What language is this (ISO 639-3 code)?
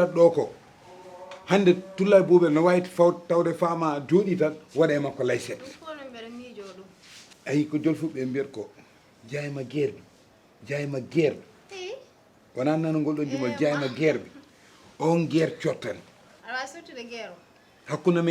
ful